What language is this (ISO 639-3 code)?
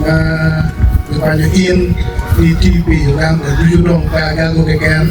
ach